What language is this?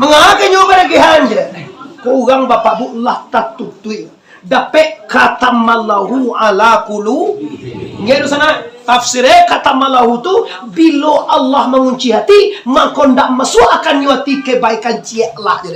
Minangkabau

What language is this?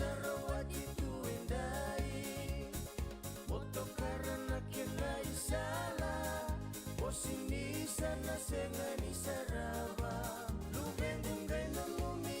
Fijian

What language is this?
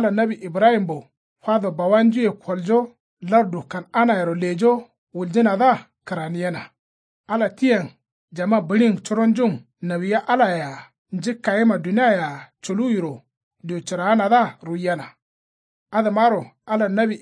Kanuri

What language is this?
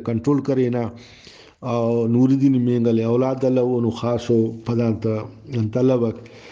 Brahui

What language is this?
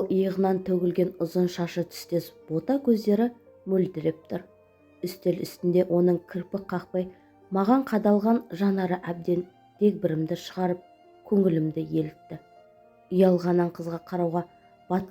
Kazakh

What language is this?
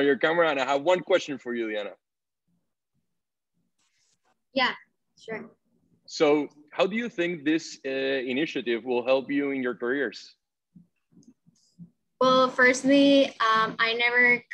English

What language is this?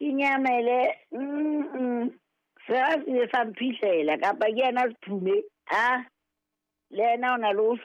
Southern Sotho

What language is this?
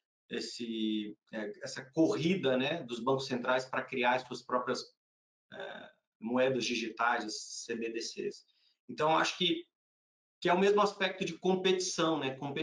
Portuguese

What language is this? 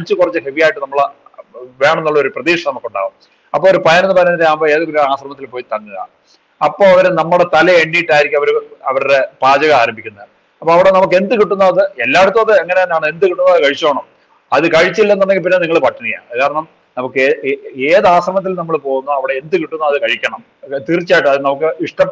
Malayalam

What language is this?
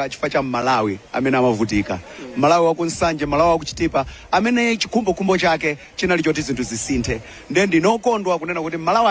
Nyanja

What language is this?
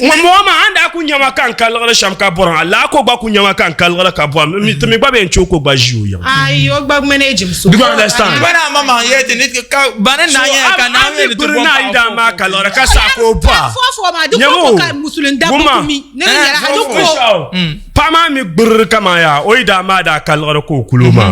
Dagbani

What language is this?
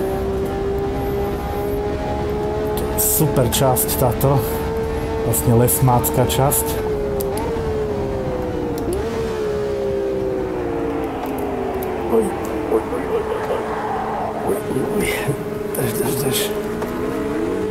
Slovak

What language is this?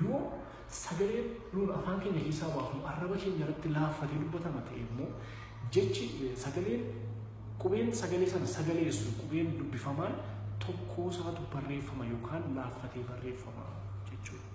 Oromo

